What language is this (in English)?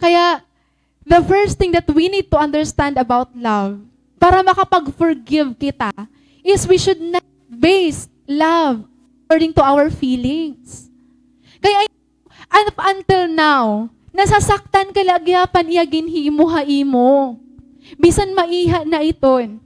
Waray